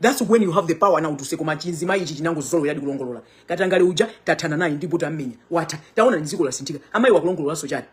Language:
Nyanja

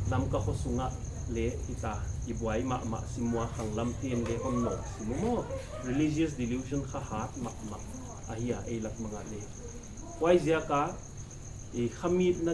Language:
Paite Chin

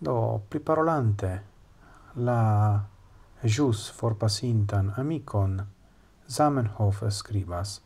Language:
Esperanto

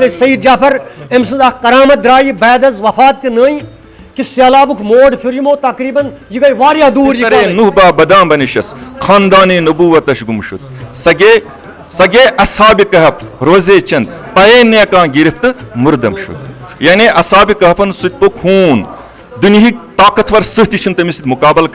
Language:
Kashmiri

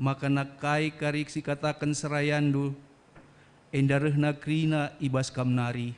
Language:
Batak Karo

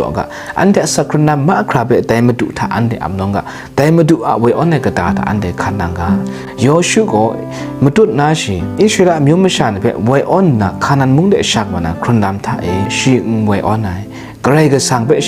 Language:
Kachin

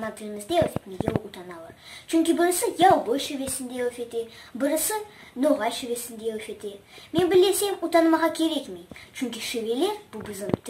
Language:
Crimean Tatar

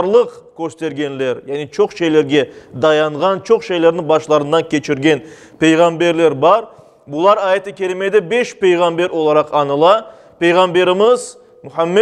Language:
Crimean Tatar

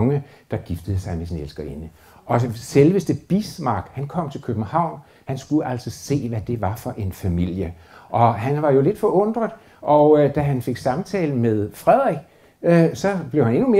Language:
Danish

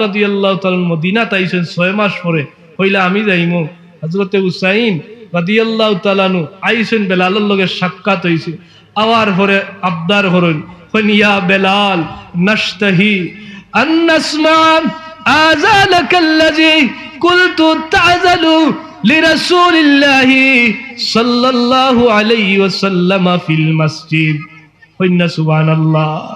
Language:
Sylheti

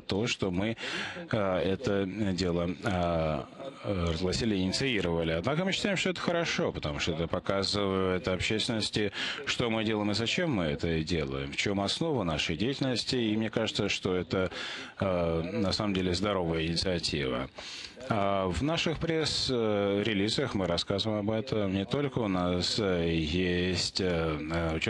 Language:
Russian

